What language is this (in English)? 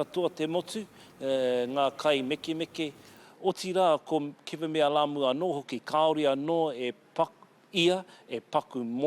Māori